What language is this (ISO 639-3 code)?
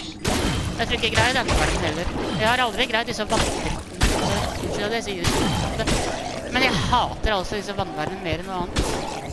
nor